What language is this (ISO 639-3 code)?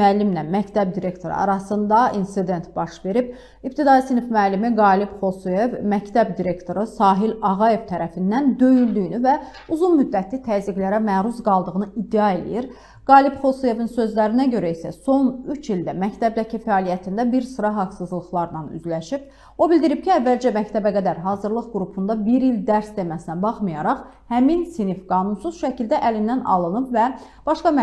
aze